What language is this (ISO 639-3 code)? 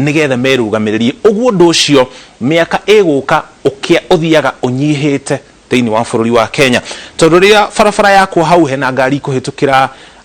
kik